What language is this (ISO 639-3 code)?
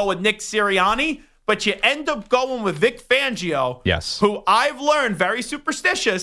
eng